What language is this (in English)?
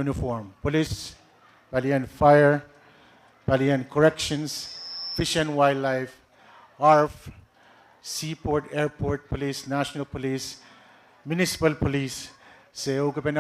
Pohnpeian